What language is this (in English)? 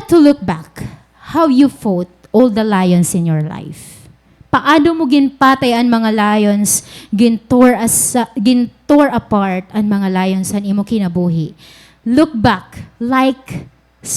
Waray